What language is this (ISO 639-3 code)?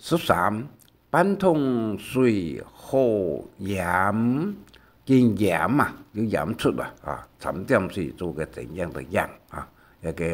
hak